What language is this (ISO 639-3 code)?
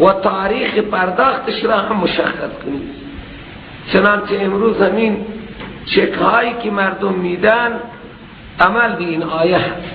fas